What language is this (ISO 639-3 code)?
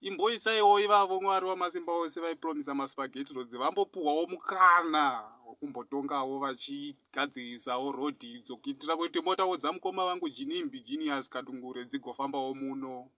sna